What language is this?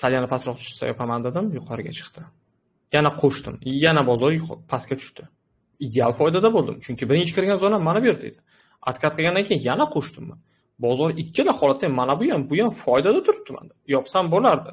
Uzbek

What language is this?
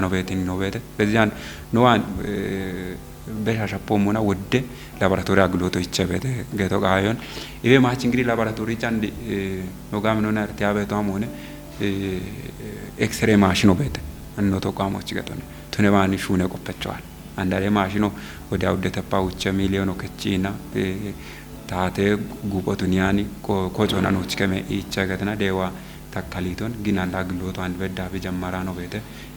Kafa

